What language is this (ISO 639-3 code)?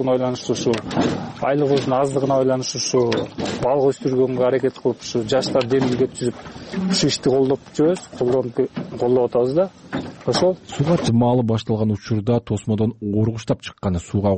kir